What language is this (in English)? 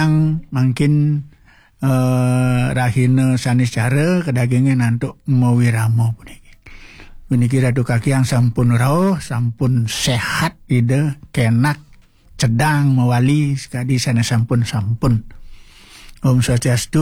Balinese